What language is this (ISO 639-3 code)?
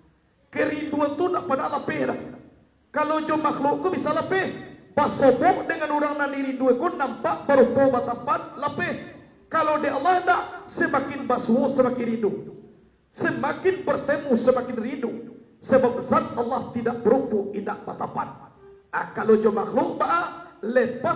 min